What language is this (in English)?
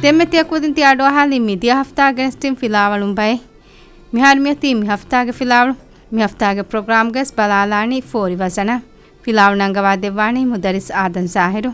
Divehi